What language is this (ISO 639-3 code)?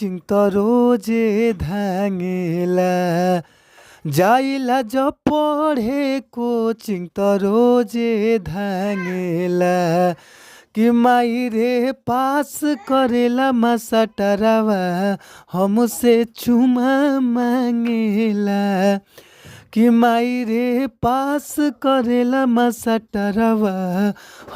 bho